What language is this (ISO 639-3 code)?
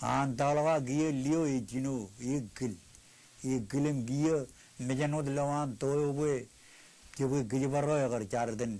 mah